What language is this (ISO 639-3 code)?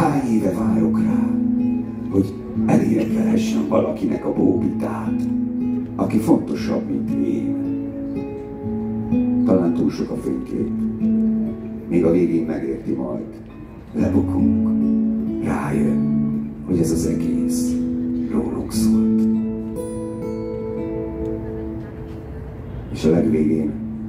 hun